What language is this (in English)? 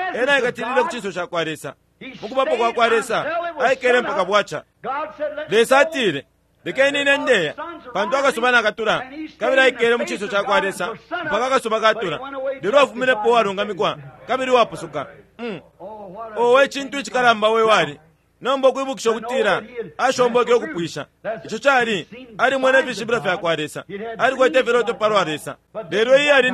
Bemba